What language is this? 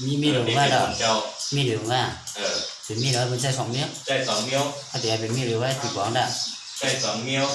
Shan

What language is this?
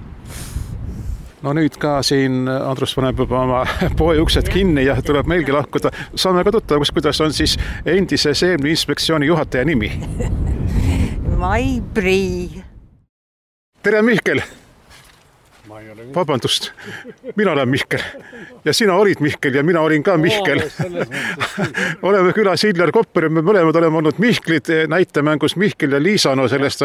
Estonian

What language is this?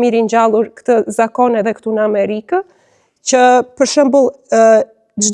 Albanian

